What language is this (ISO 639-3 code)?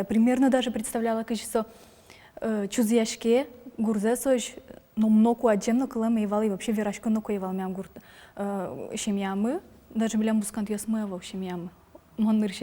udm